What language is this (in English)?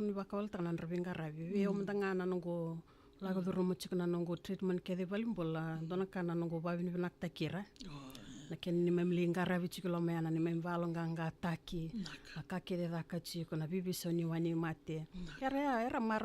Fijian